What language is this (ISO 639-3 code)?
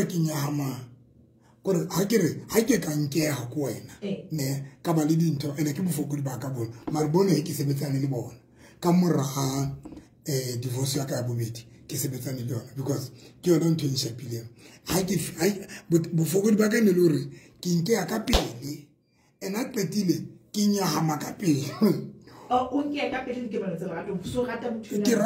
sot